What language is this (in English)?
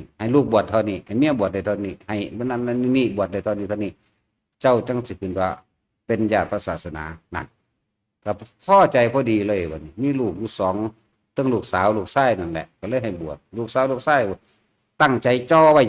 Northeastern Thai